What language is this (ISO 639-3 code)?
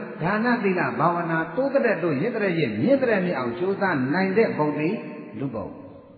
mya